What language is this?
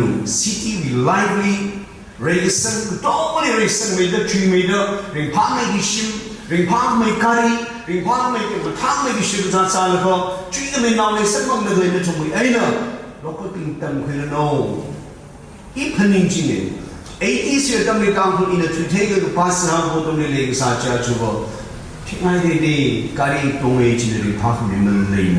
Tangkhul Naga (India)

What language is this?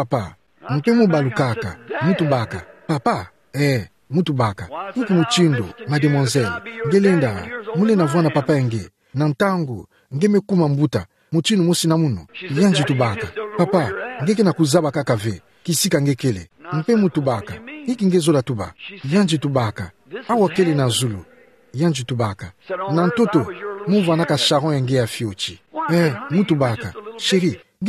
Kituba (Democratic Republic of Congo)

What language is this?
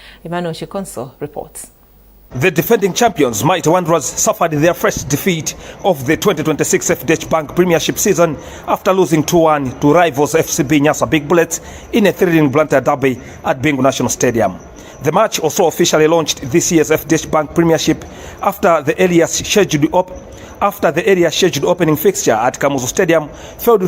English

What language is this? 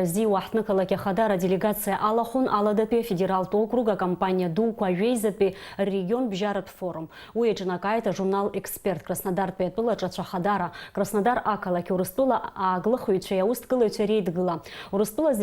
Abkhazian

